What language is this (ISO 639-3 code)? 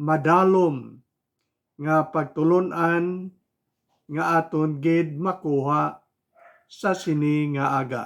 hil